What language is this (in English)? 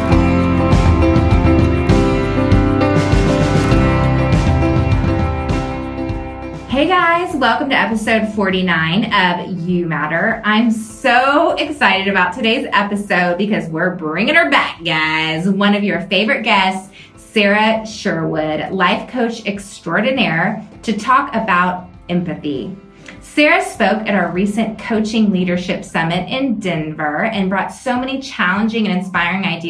English